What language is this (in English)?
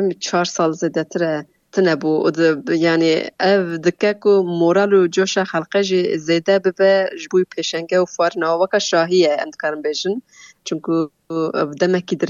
Kurdish